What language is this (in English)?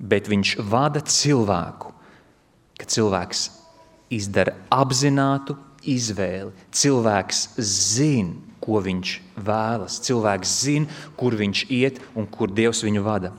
Latvian